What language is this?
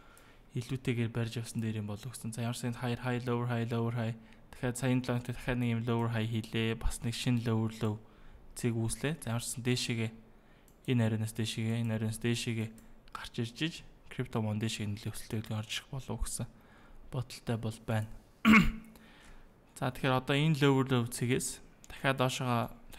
Mongolian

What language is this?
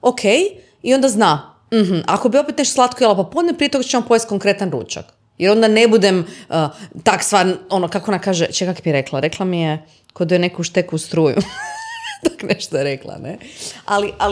Croatian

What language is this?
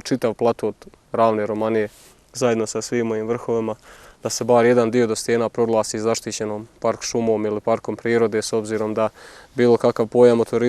Bosnian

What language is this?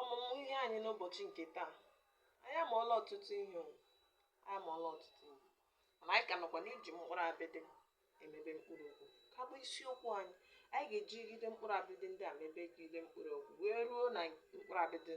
Igbo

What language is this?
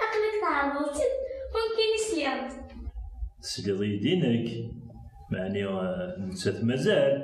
Kabyle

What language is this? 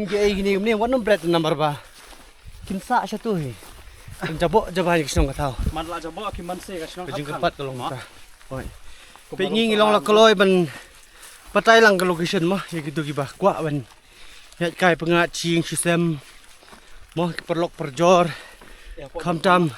Khasi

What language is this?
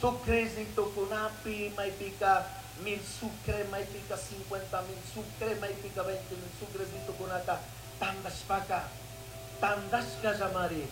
Chimborazo Highland Quichua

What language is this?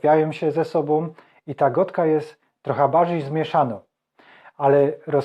Silesian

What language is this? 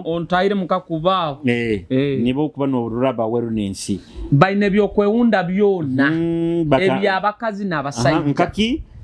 Nyoro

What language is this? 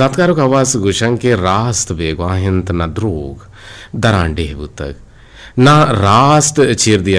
Eastern Balochi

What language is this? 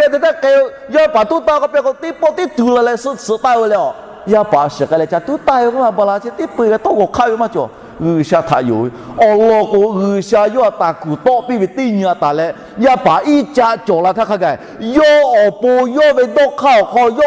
Lahu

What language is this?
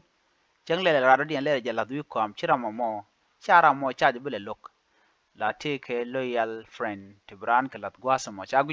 Nuer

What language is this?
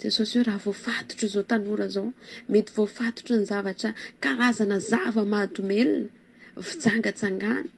Malagasy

